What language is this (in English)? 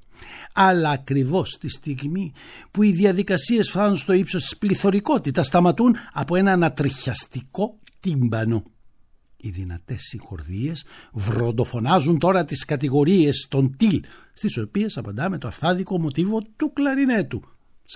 Greek